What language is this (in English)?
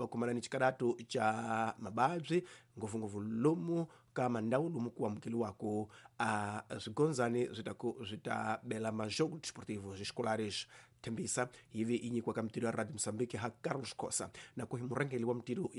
Tsonga